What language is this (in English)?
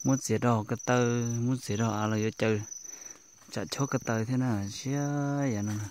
Hmong